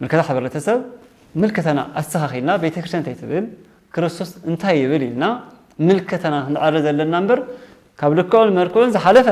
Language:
Tigrinya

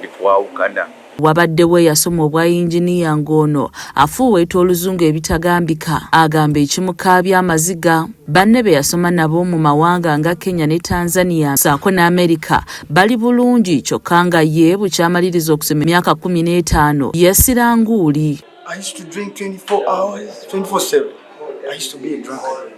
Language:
Ganda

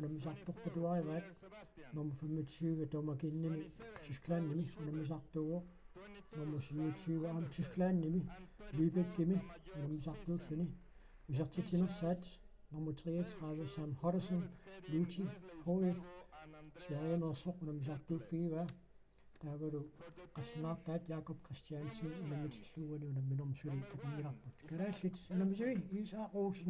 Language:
Kalaallisut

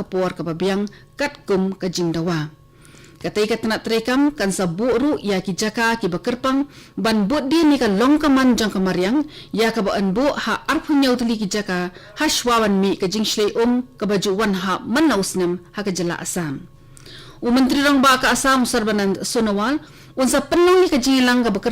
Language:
Khasi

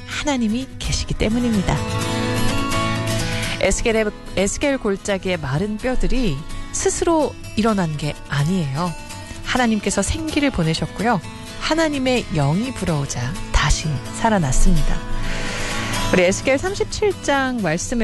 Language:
Korean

